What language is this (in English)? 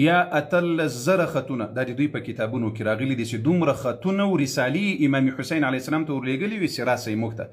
Pashto